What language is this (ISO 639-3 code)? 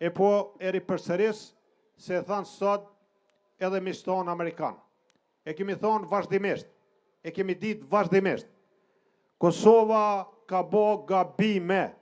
sqi